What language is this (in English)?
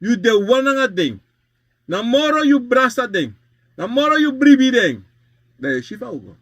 Sranan Tongo